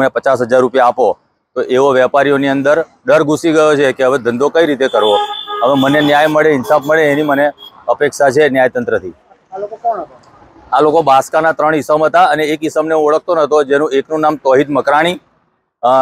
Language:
Gujarati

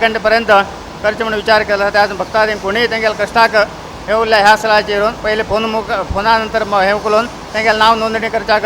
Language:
Konkani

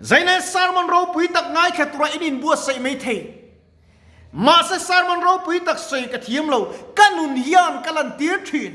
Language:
Mizo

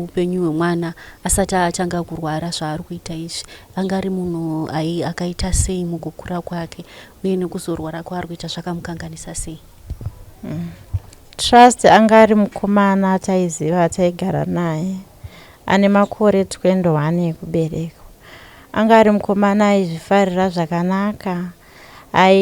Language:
Shona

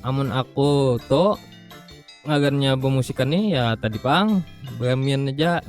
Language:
Banjar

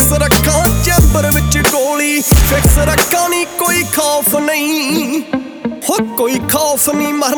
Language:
Punjabi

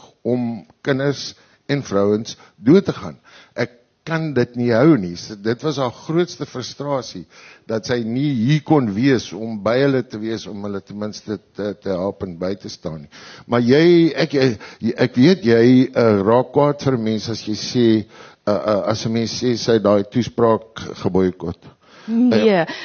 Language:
Afrikaans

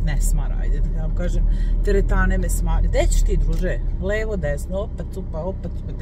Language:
Serbian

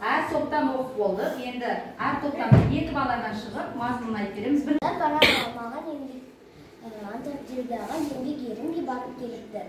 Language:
Kazakh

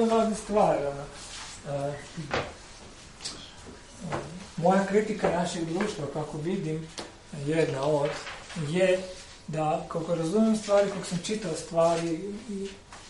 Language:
Croatian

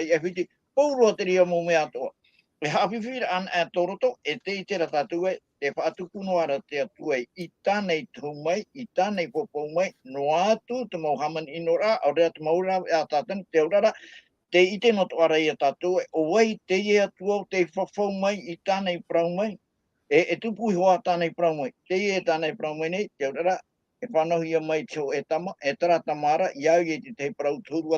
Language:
Tahitian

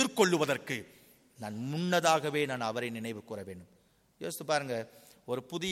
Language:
Tamil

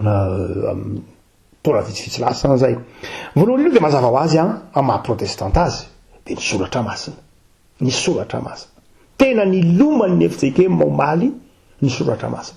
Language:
Malagasy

